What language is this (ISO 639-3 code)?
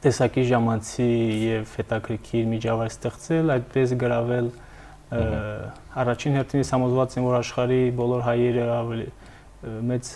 hye